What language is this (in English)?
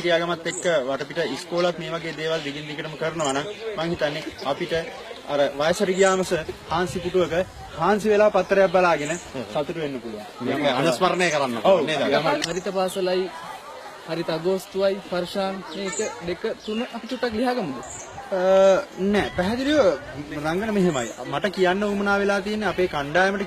Sinhala